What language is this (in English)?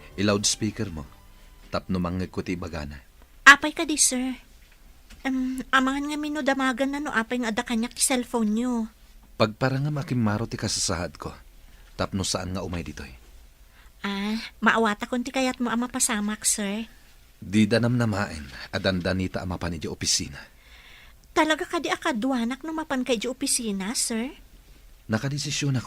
Iloko